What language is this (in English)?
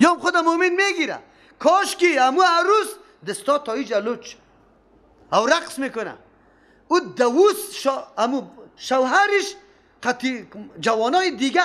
Persian